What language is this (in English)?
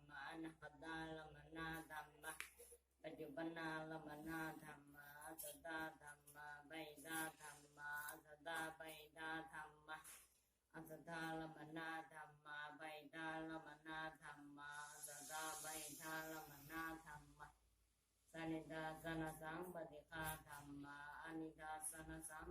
Pali